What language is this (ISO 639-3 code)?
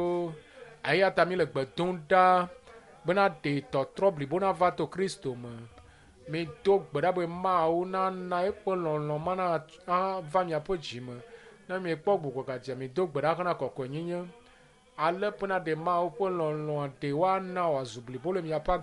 ewe